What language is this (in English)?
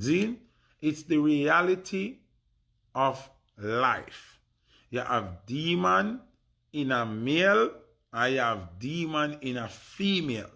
Jamaican Creole English